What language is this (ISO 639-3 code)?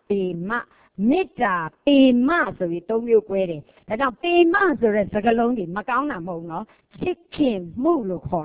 mya